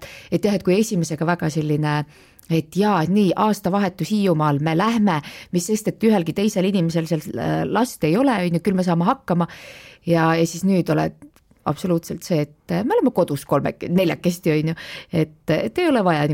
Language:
Estonian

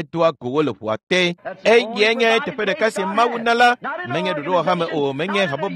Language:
Ewe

